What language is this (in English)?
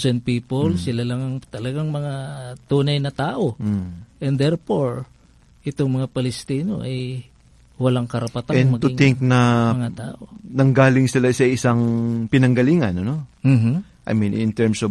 Filipino